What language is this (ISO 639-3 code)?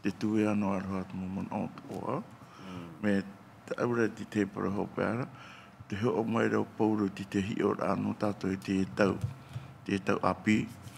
tah